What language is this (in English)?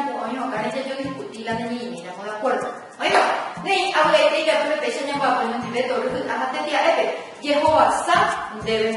Guarani